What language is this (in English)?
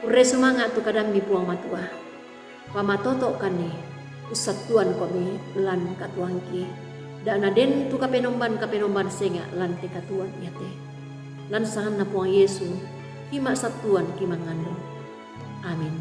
Toraja-Sa'dan